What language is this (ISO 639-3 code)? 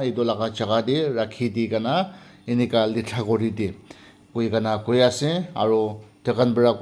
nag